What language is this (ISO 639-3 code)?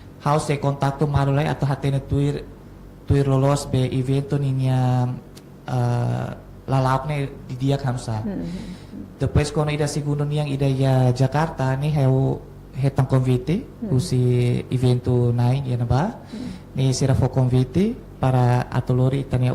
tet